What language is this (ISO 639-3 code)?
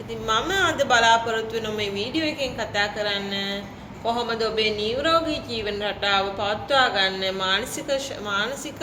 sin